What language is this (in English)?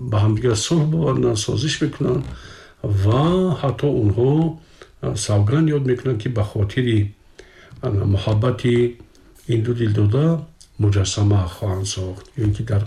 Tajik